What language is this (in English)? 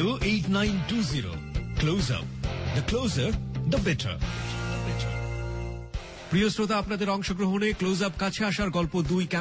Bangla